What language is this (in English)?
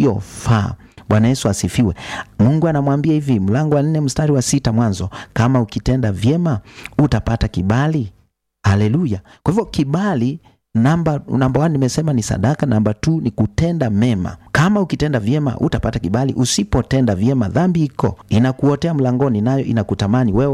Swahili